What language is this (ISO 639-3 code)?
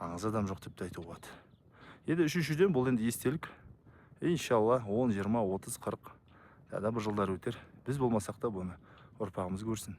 kaz